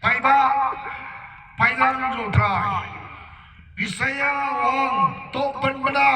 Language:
Khasi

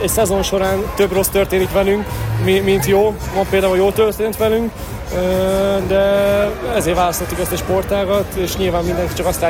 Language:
Hungarian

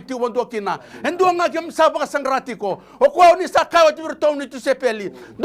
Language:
Fijian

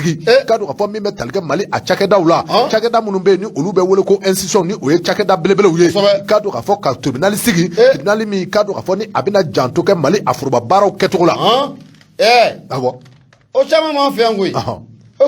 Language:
Bambara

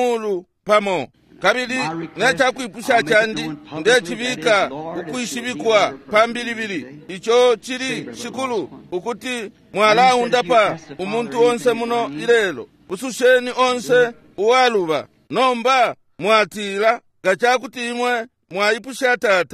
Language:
Bemba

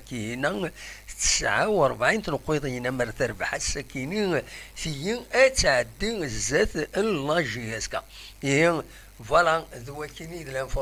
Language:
Kabyle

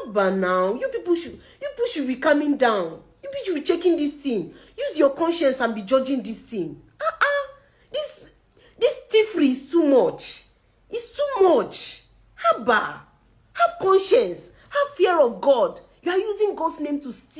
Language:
Nigerian Pidgin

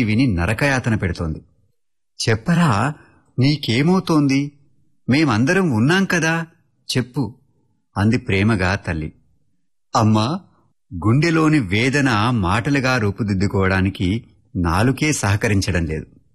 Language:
Telugu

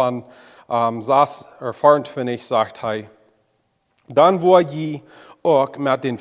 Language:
Plautdietsch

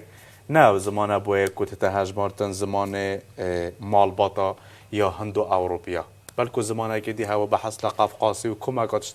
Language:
Kurdish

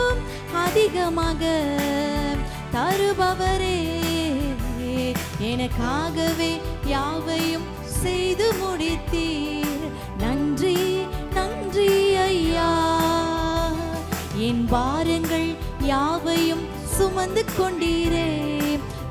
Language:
Tamil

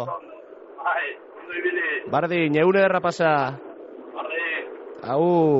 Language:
Basque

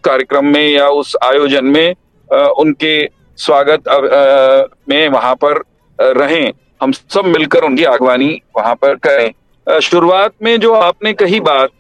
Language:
Hindi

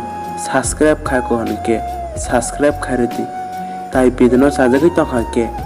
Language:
Kok Borok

